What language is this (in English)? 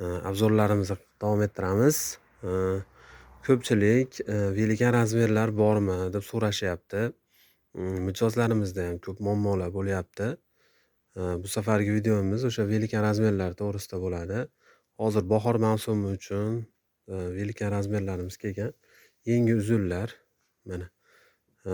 Uzbek